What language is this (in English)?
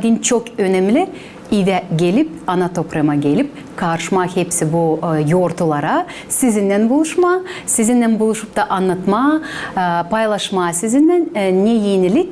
Gagauz